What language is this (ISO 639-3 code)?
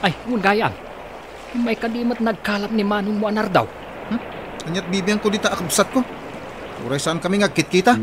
ilo